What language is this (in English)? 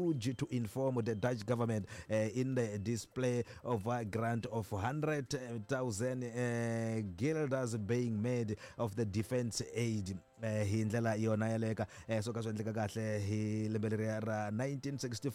Tsonga